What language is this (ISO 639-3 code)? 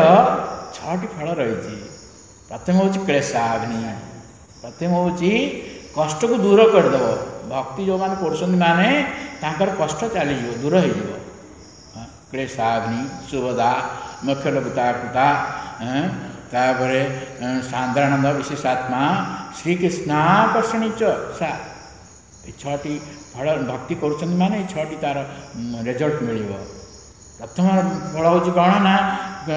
ori